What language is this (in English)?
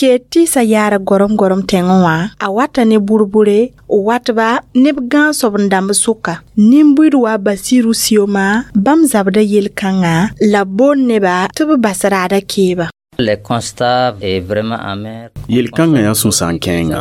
Mossi